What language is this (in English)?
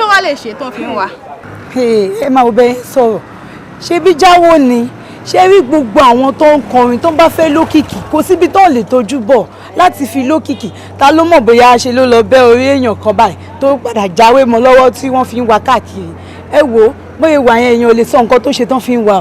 Yoruba